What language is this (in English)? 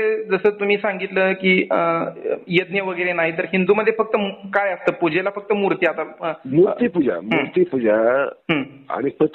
Marathi